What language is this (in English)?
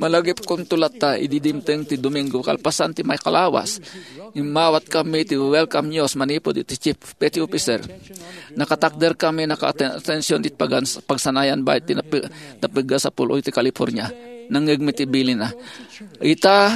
Iloko